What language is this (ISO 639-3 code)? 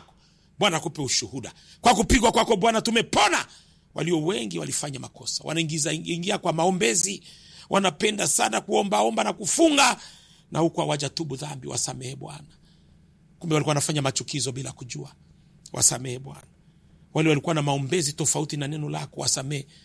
swa